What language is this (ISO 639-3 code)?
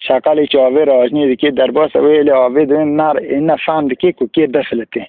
kur